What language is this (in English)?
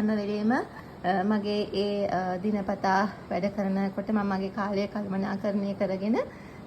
Sinhala